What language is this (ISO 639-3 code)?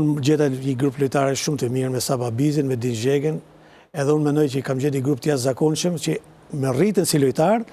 sqi